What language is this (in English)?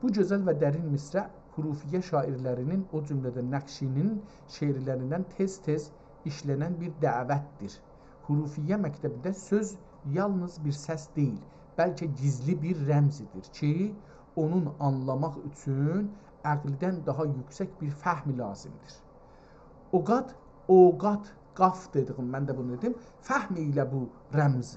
South Azerbaijani